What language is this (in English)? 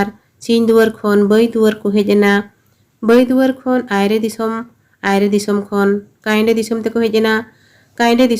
Santali